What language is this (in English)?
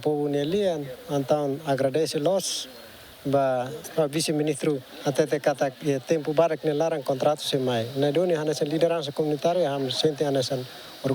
Tetum